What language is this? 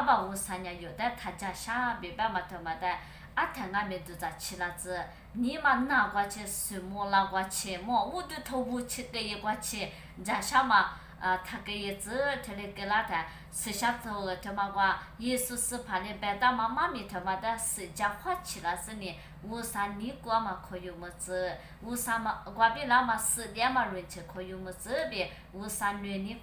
Lisu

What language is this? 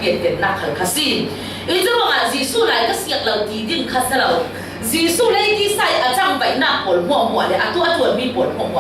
Falam Chin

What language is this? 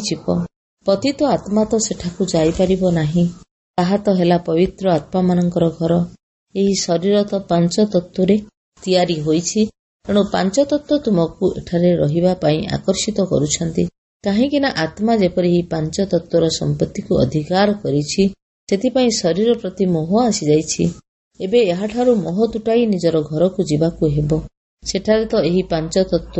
Odia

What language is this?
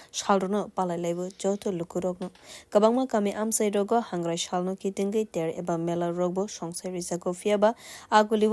Kok Borok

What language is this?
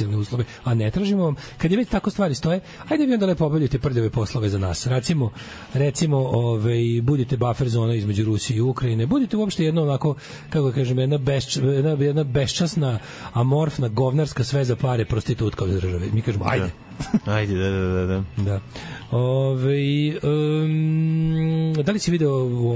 Serbian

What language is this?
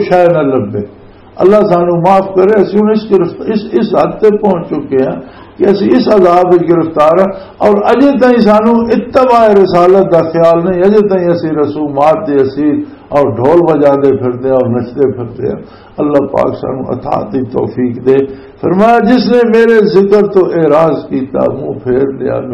Western Panjabi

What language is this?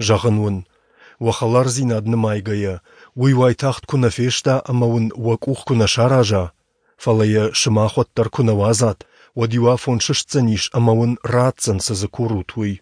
Ossetic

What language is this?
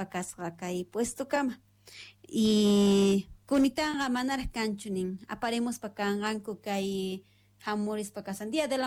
Quechua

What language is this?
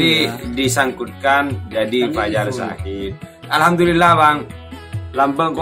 Madurese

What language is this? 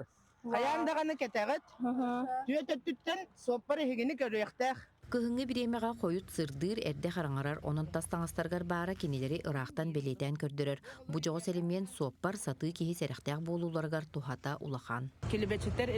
Yakut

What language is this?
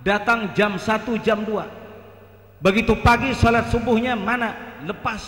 Banjar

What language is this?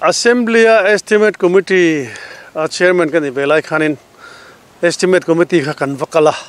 Mizo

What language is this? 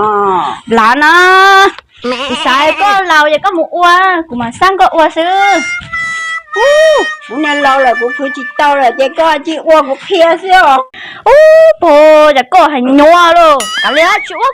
Hmong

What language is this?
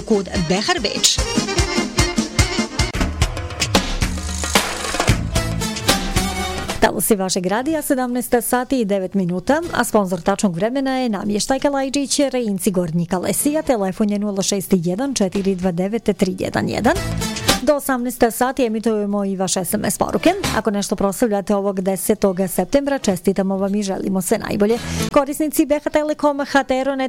Bosnian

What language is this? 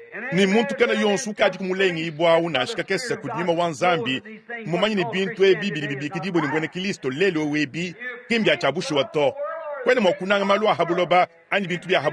Luba-Lulua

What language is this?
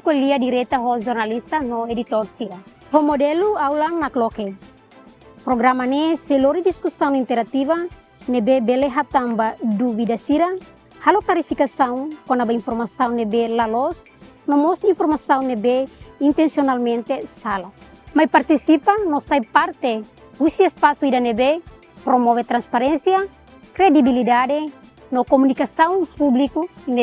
Tetum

